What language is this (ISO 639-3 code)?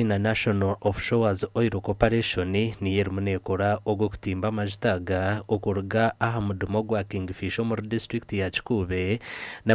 nyn